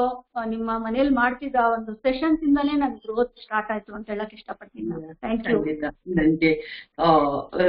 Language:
Kannada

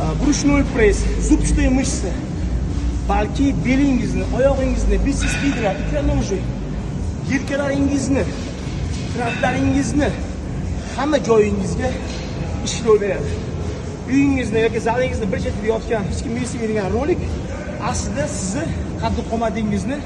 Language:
Uzbek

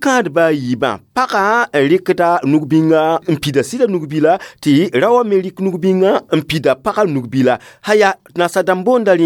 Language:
Mossi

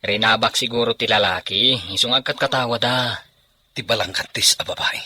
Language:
Iloko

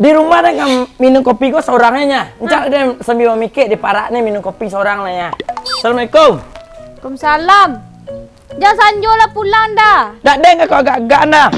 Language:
Minangkabau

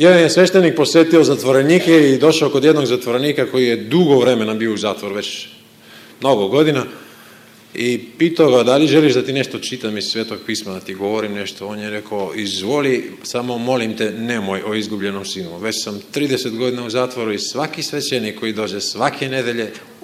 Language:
Serbian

